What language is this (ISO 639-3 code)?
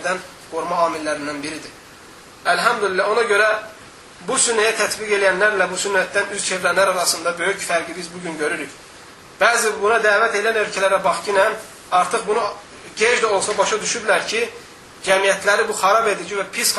aze